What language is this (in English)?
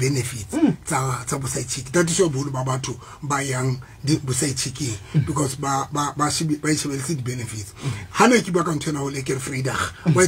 Southern Sotho